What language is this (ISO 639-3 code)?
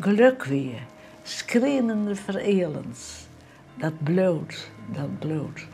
fry